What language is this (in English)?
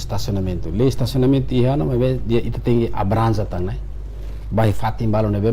Tetum